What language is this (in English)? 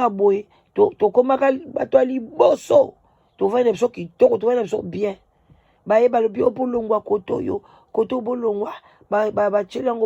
Lingala